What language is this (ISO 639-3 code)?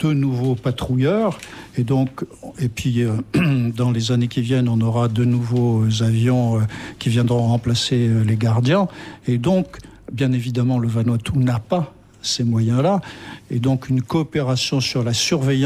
fra